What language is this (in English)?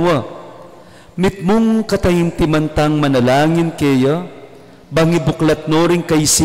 Pampanga